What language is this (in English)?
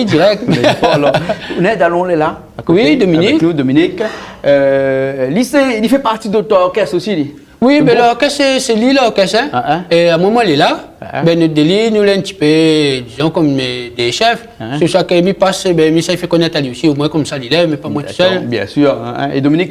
Réunion Creole French